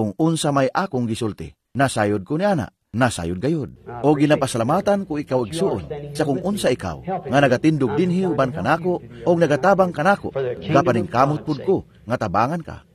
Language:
Cebuano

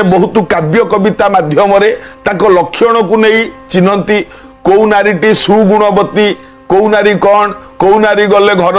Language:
Odia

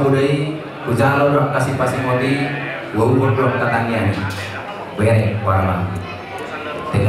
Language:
Batak Toba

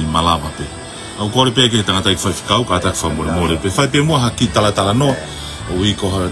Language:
Tongan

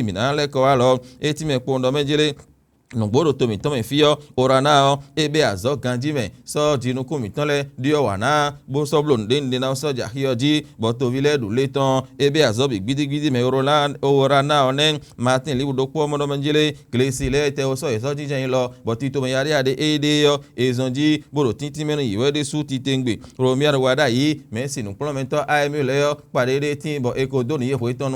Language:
Fon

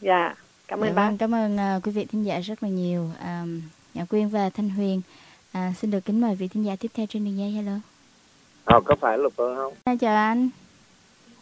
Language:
Vietnamese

